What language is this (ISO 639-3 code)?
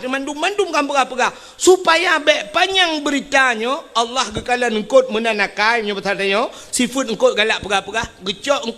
ace